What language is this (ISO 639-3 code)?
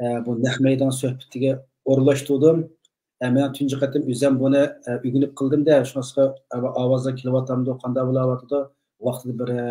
uig